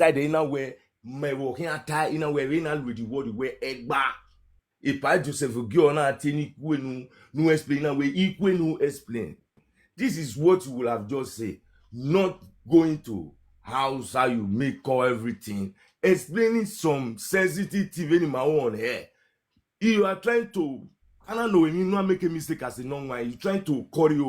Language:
Nigerian Pidgin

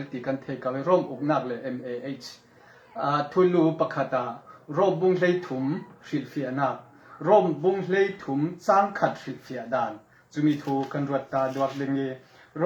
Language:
Falam Chin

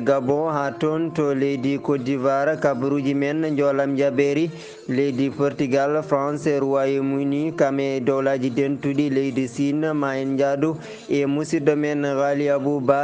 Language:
Fula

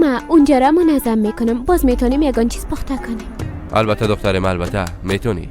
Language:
Persian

